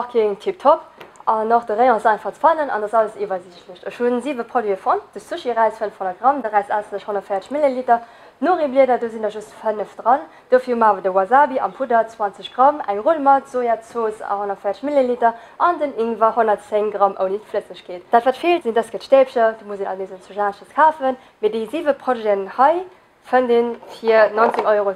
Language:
Luxembourgish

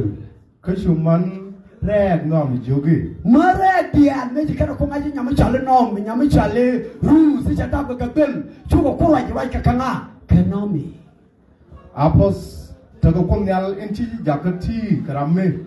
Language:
Nuer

